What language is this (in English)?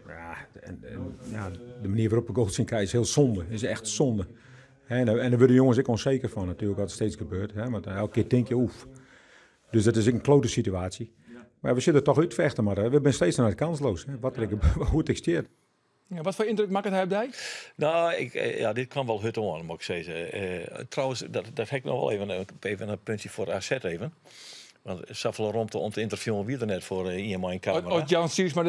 Western Frisian